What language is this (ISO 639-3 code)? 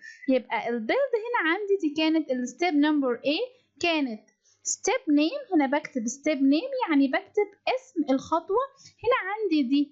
arz